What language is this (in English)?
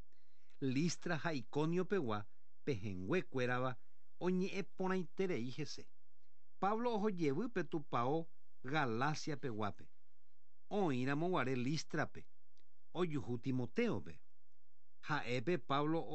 Guarani